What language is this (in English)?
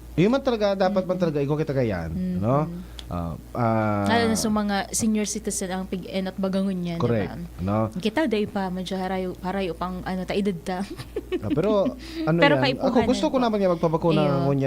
Bikol